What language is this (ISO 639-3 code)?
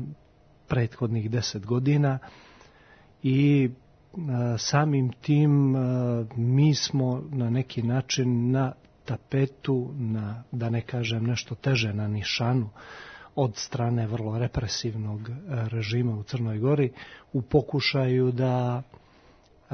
srp